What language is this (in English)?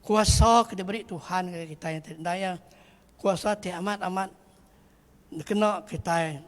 Iban